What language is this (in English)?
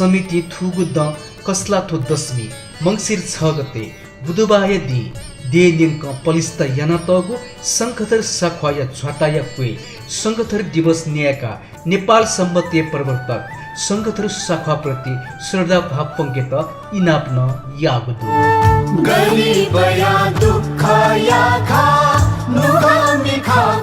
Newari